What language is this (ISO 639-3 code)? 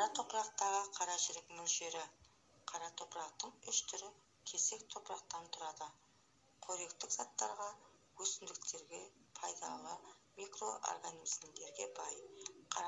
kaz